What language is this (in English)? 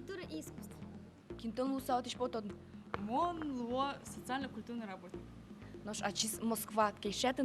Udmurt